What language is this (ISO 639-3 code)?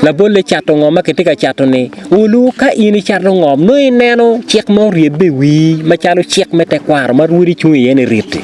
ach